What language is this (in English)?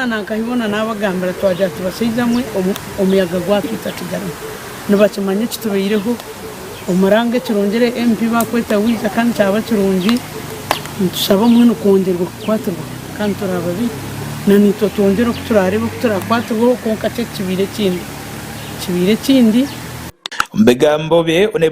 Nyankole